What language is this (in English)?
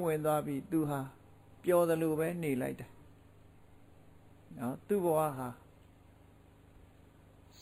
Burmese